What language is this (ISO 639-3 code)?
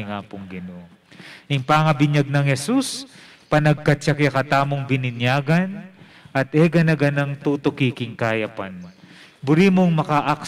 pam